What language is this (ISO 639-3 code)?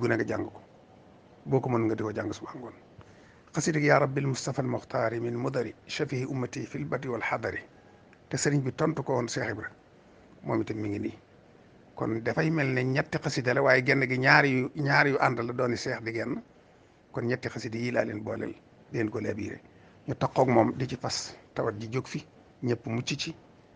wol